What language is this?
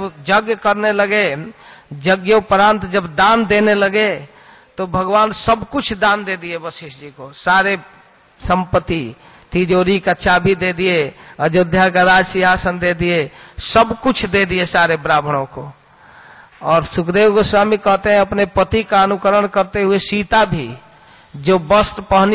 Hindi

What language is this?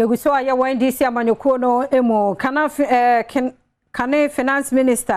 Akan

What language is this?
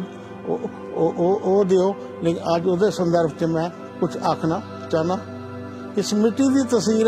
Dogri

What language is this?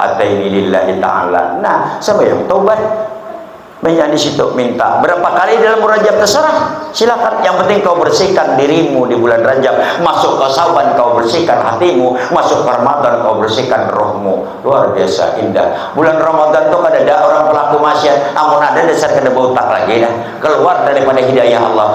Banjar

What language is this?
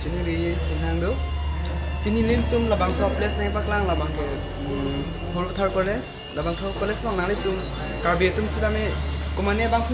Karbi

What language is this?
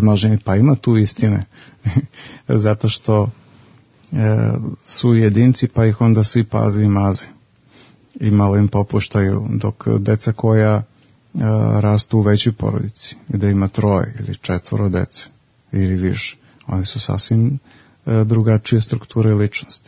Serbian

